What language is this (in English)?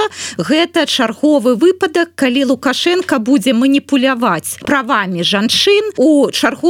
Belarusian